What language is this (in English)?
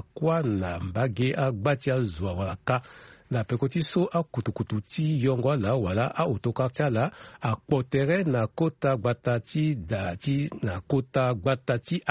Sango